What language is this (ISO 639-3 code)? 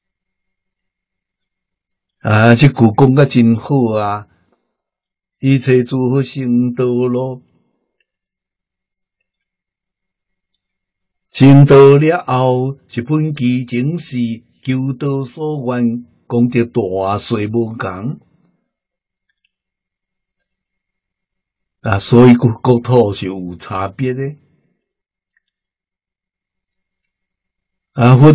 nan